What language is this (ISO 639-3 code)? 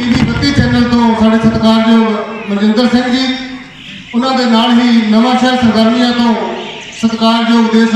pan